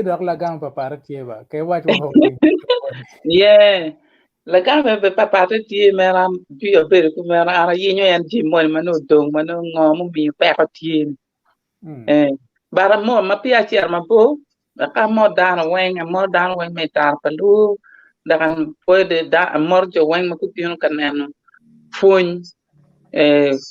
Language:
Acoli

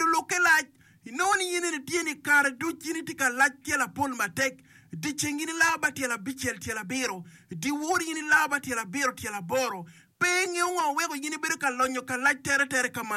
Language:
Acoli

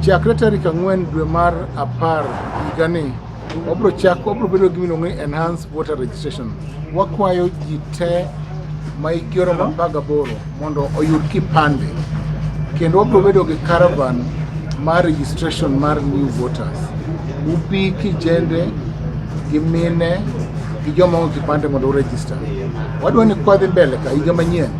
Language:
Luo (Kenya and Tanzania)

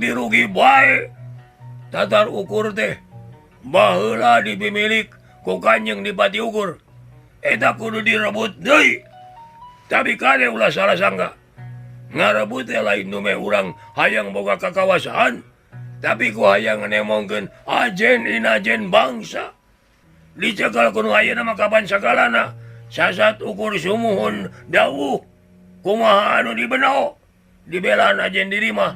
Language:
Sundanese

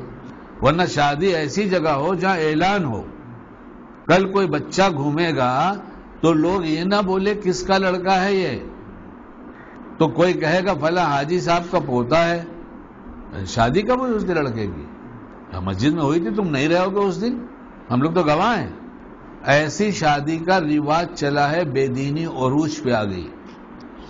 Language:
Urdu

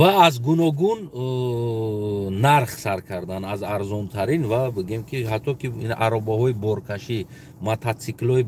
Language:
Tajik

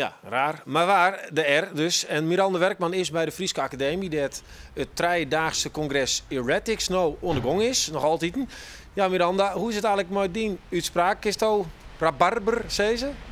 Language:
Western Frisian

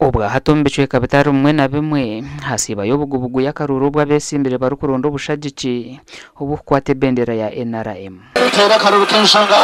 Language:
Nyankole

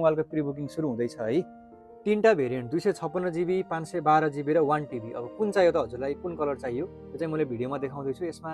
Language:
Nepali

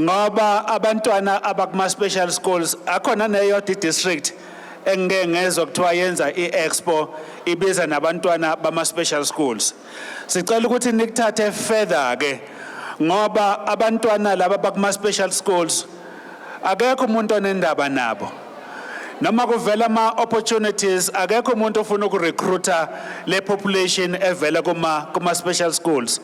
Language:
Zulu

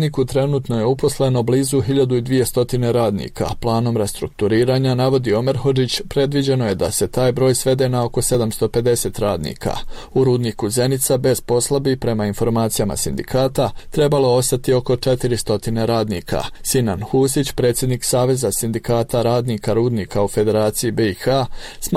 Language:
Bosnian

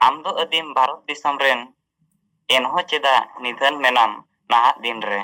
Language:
Santali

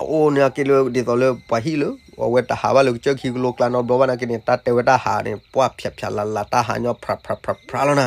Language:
S'gaw Karen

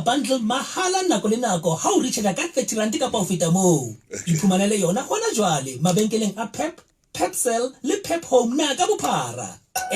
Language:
Southern Sotho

